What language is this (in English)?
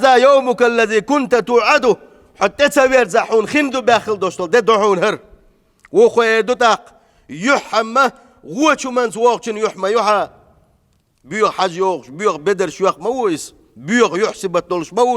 Chechen